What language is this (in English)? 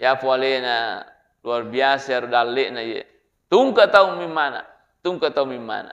Buginese